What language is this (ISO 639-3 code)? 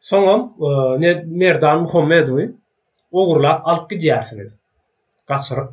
tuk